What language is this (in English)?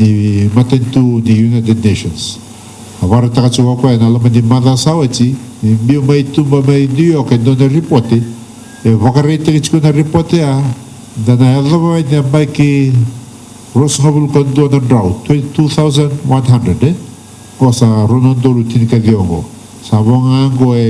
Fijian